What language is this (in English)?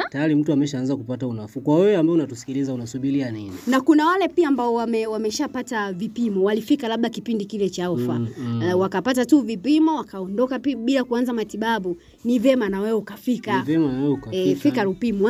Swahili